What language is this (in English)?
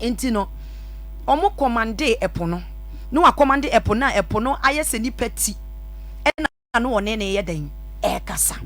Akan